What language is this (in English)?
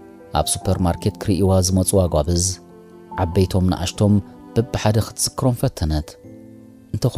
Tigrinya